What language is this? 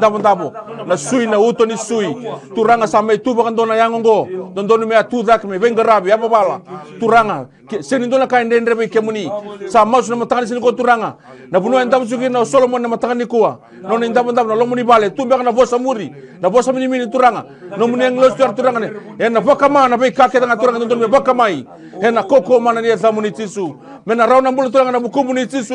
Fijian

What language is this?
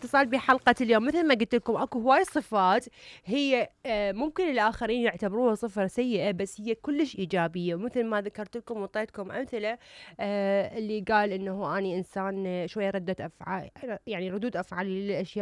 Mesopotamian Arabic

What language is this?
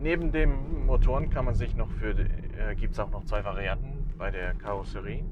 Swiss German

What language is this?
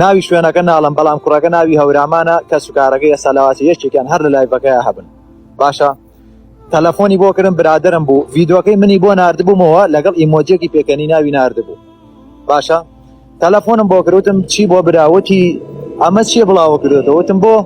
Central Kurdish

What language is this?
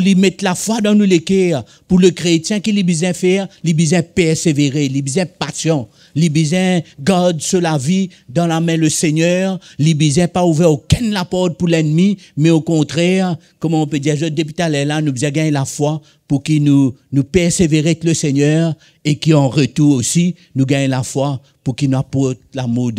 Morisyen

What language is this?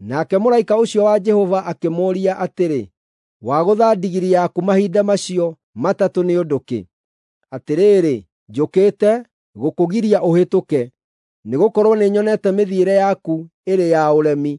Kikuyu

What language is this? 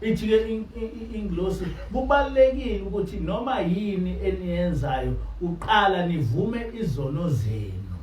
Zulu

